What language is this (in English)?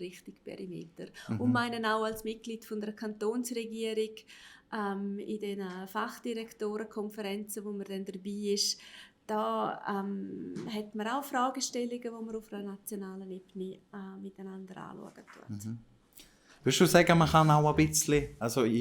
Swiss German